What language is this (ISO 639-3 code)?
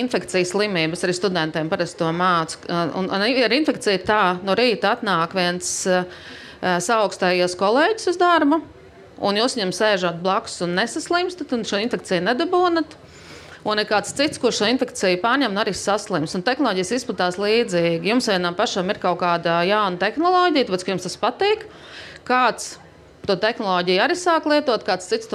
lav